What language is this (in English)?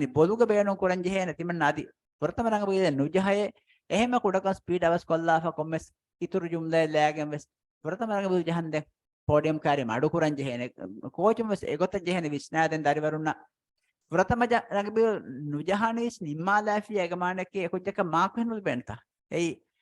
Divehi